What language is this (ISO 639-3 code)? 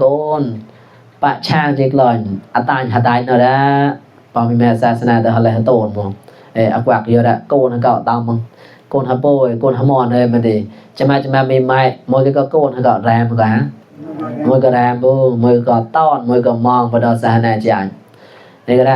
mnw